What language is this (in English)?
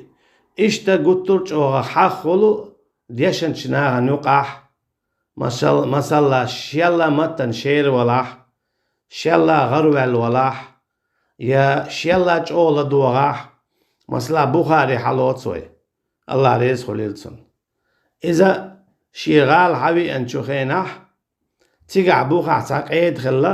Chechen